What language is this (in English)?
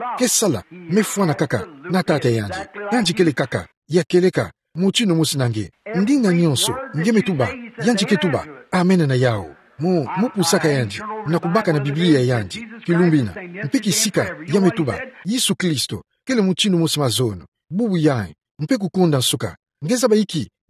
Kituba (Democratic Republic of Congo)